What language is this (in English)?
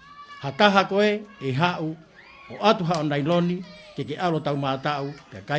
Tongan